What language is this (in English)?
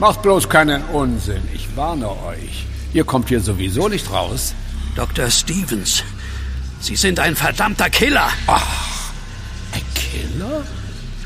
German